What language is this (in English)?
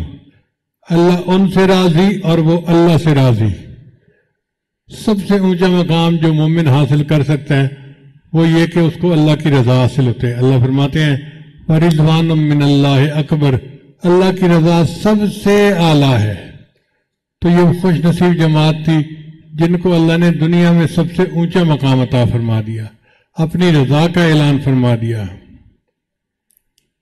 Urdu